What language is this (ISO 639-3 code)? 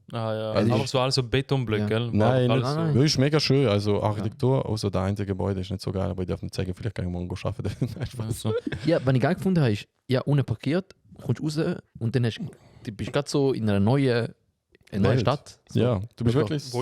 gsw